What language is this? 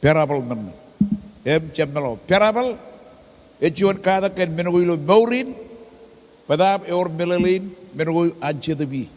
Marshallese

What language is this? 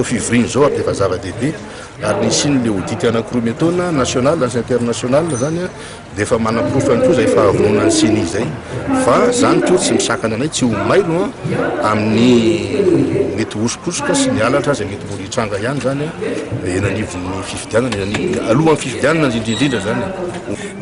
Malagasy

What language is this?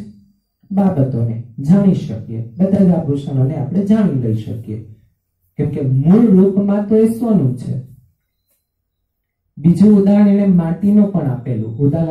Gujarati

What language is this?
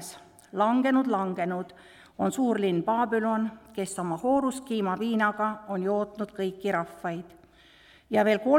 Estonian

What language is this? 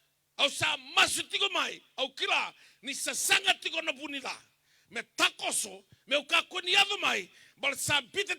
Fijian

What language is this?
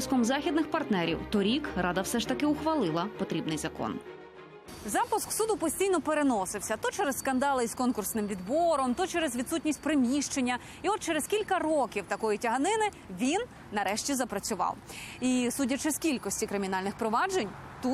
Ukrainian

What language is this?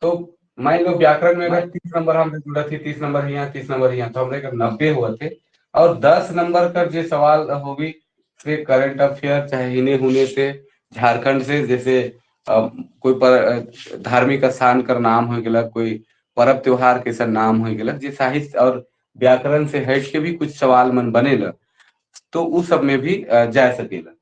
Sadri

